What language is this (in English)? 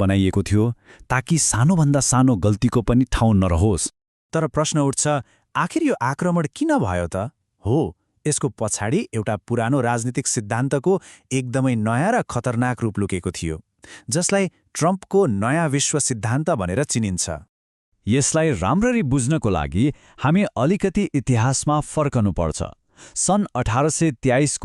Nepali